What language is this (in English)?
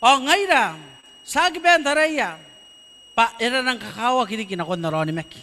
Gilbertese